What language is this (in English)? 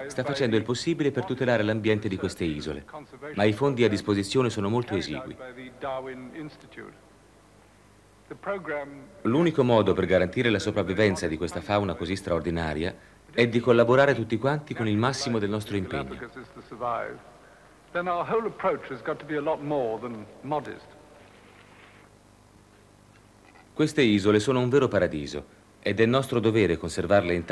Italian